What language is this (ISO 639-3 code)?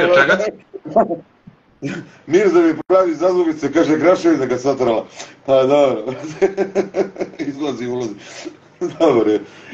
srp